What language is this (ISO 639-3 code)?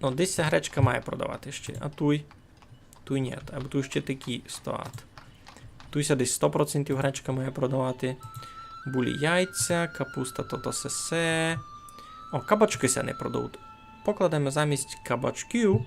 rue